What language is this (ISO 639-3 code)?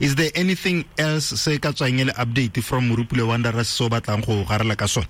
tsn